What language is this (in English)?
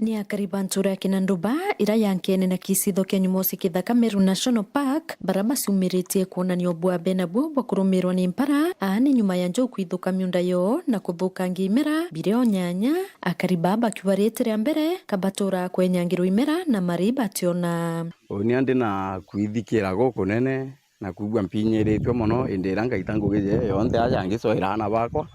Meru